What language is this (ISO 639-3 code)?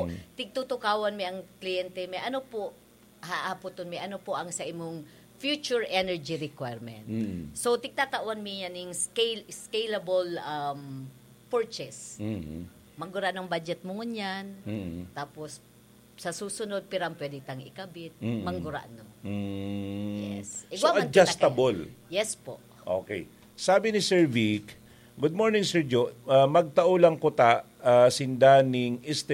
bik